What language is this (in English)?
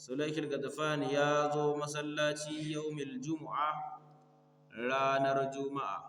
Hausa